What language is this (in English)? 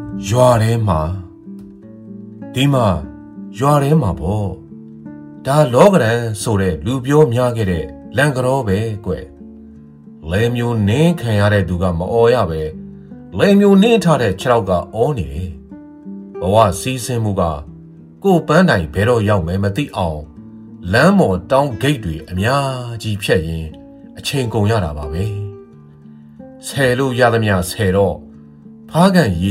Burmese